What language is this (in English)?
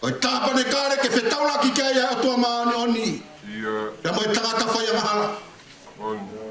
Tongan